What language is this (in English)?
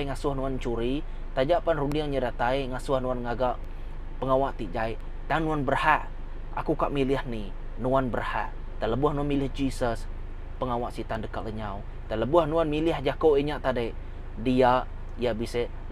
Iban